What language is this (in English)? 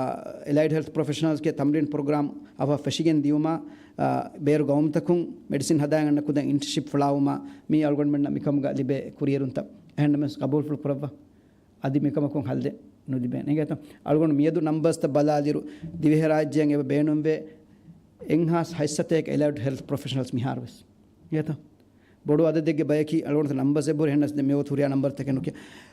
Divehi